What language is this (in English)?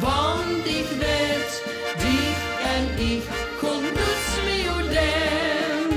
Limburgish